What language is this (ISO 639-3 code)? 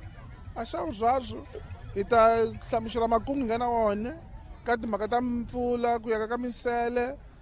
tso